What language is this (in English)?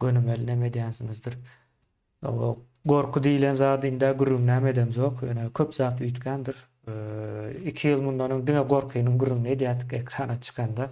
Turkmen